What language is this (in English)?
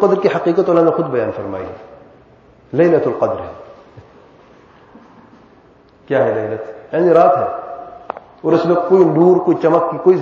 Urdu